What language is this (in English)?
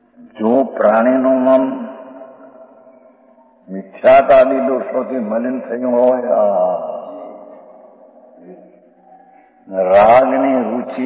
Gujarati